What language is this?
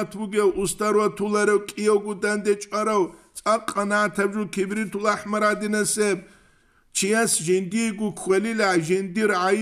Avaric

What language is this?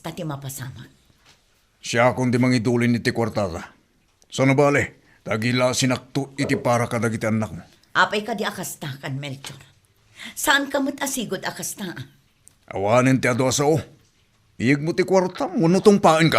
Iloko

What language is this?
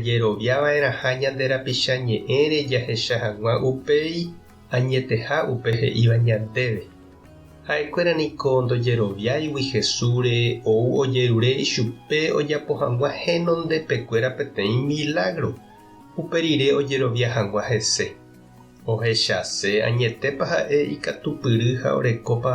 Guarani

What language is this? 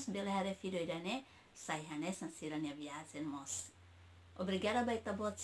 Tetum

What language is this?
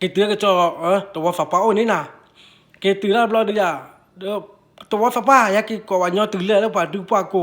S'gaw Karen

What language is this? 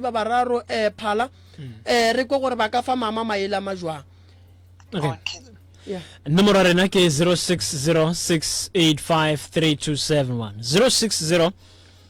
Northern Sotho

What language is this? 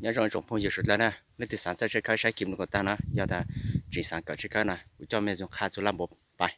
Hmong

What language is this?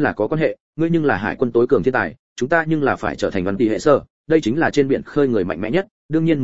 Vietnamese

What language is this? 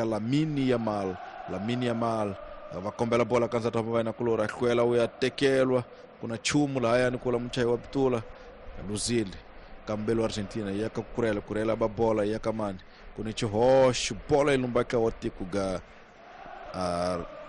Tsonga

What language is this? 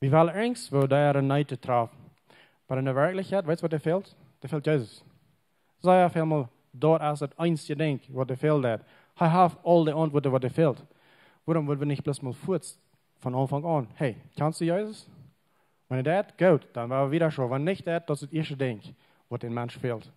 Plautdietsch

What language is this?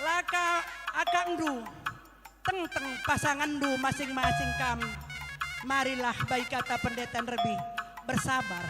Batak Karo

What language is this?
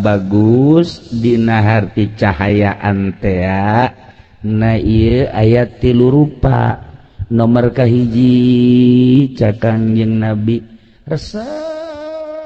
Sundanese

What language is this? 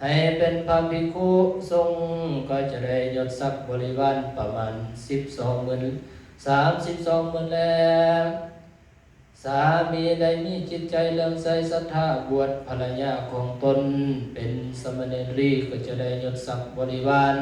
Lao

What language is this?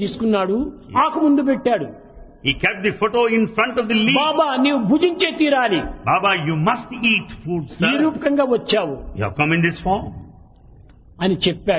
Telugu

